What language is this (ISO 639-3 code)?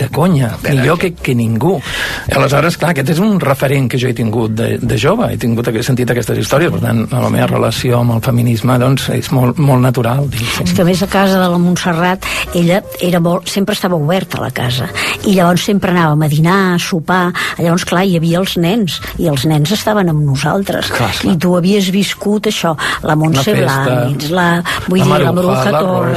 cat